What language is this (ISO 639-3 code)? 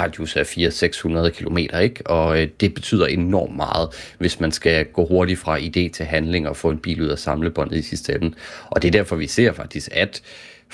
dan